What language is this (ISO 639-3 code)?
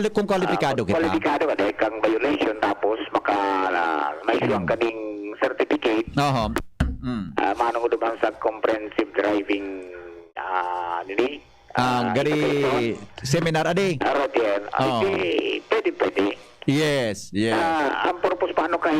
bik